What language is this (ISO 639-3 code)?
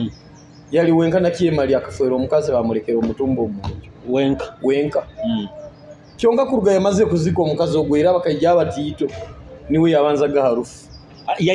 nyo